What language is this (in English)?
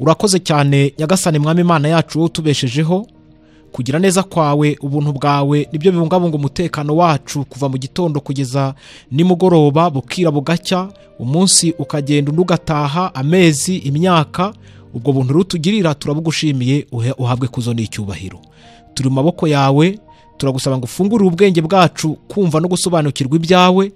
Kinyarwanda